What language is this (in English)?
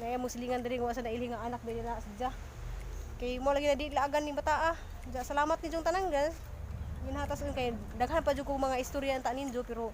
Cebuano